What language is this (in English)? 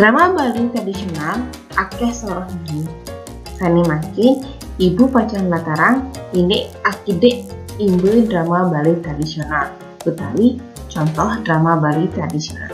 Balinese